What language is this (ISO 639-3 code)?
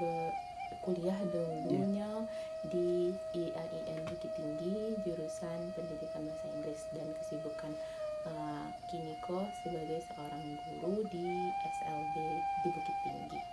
min